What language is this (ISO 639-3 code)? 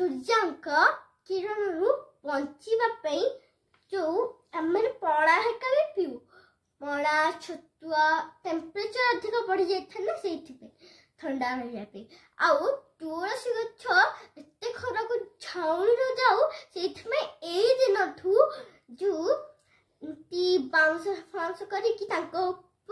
ori